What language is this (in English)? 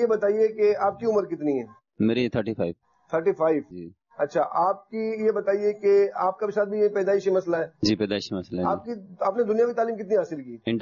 Urdu